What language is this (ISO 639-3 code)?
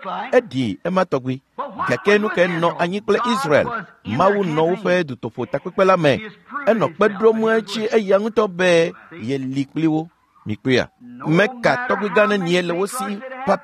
ewe